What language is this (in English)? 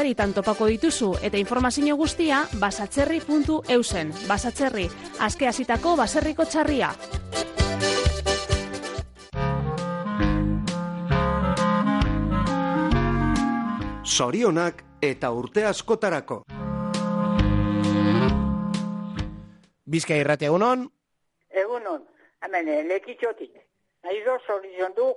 Basque